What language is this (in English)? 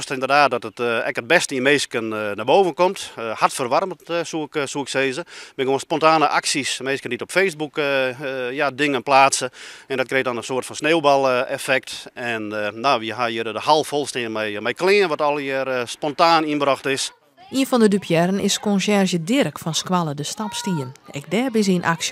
Western Frisian